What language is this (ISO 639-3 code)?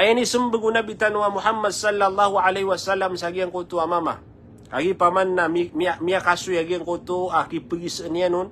mrw